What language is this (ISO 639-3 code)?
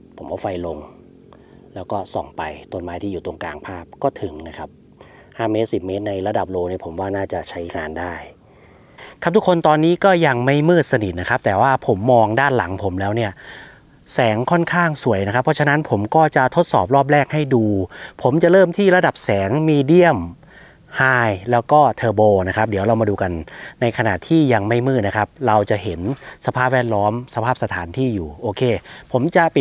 tha